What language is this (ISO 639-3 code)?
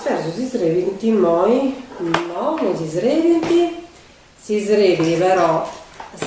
srd